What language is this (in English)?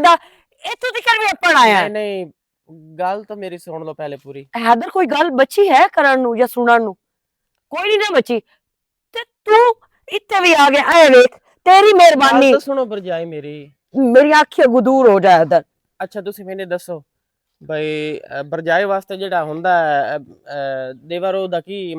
Western Panjabi